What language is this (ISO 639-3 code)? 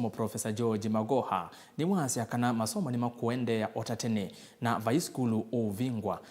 kam